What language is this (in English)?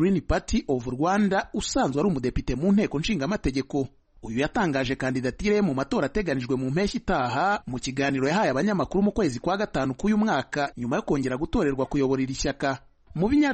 Kinyarwanda